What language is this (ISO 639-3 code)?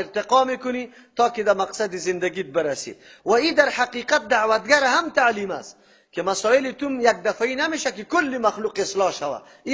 fas